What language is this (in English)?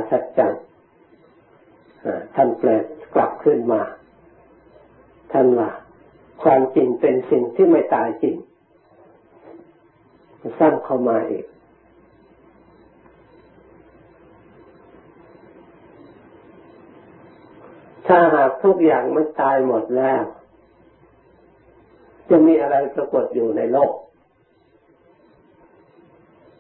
Thai